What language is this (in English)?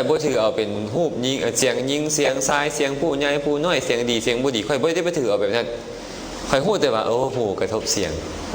Lao